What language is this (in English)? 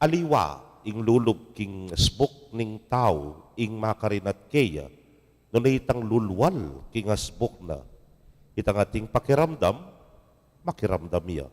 Pampanga